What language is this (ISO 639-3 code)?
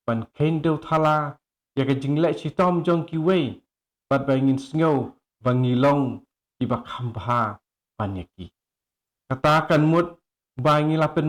kha